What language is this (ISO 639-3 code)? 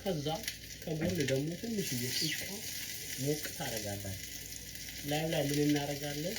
amh